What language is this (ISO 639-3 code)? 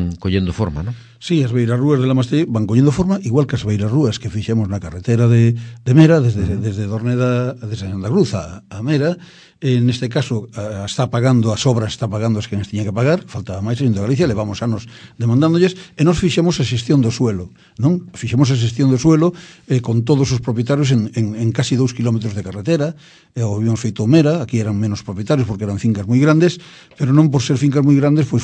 glg